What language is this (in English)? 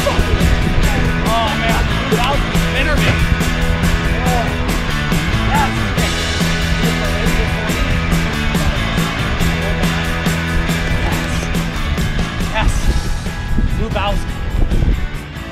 English